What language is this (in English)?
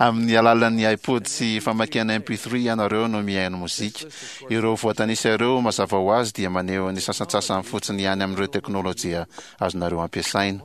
Malagasy